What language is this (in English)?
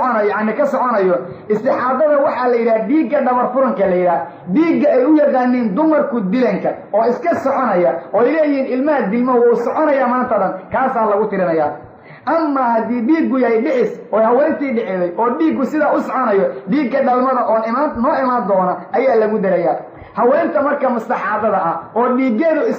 Somali